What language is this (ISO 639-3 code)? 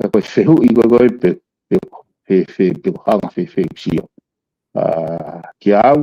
ton